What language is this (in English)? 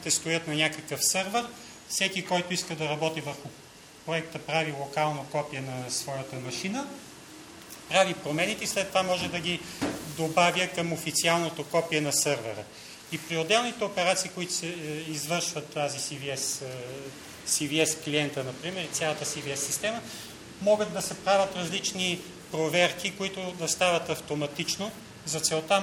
Bulgarian